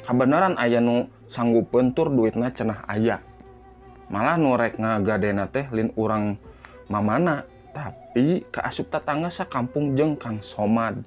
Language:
Sundanese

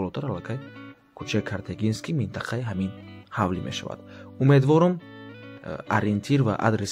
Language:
Tajik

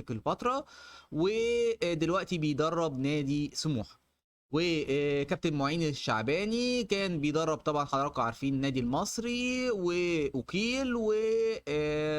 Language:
Egyptian Arabic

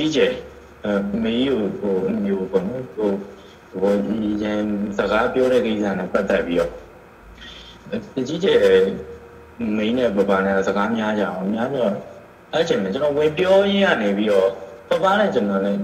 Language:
Burmese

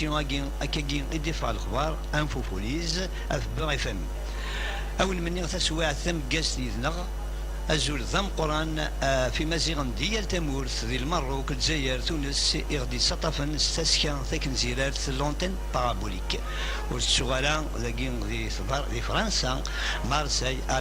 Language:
Kabyle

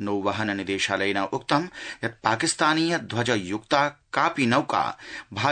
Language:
Sanskrit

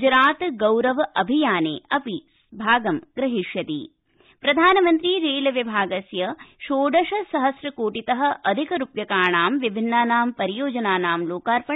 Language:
Sanskrit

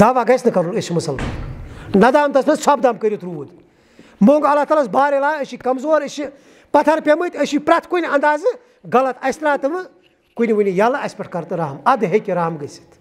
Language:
Kashmiri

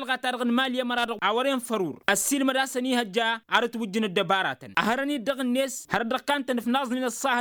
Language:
Tamasheq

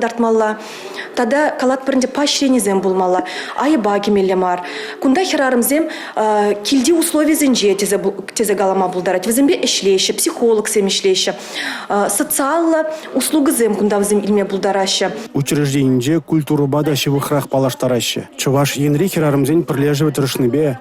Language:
Chuvash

